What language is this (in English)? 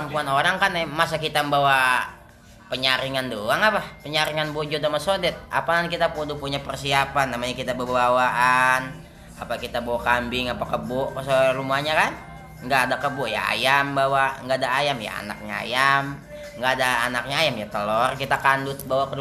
Betawi